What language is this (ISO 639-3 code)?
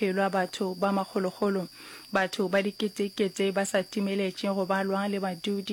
nso